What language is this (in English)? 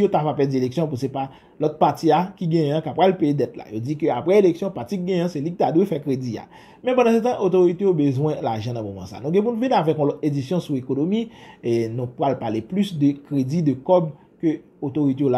Haitian Creole